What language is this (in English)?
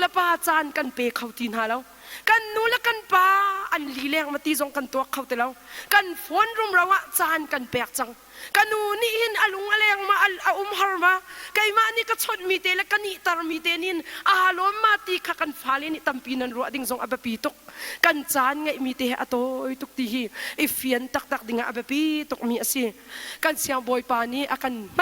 Hakha Chin